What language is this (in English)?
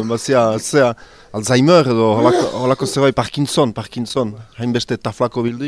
Basque